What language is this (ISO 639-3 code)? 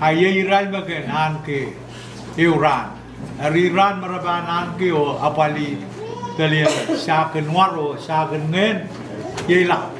pon